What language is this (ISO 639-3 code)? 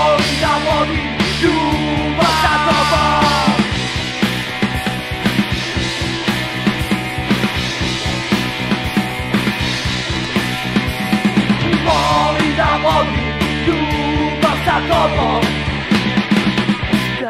srp